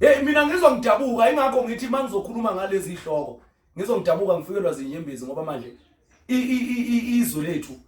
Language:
Zulu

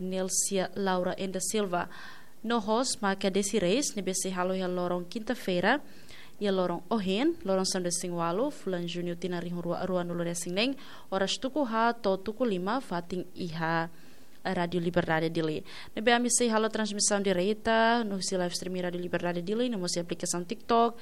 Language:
Tetum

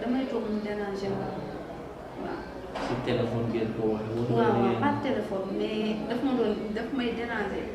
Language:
Wolof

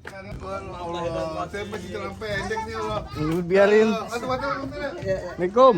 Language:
Betawi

